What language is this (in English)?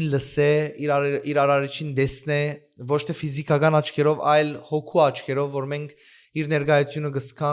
Western Armenian